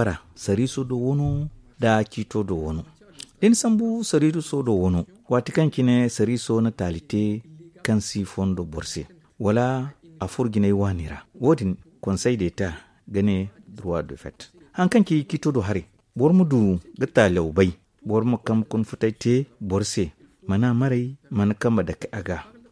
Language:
Zarma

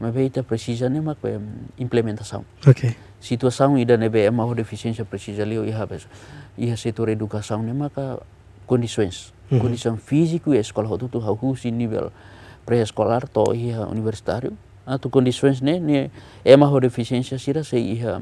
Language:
Tetum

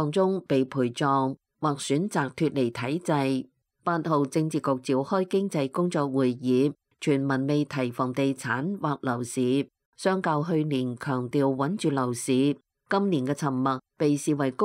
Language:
Cantonese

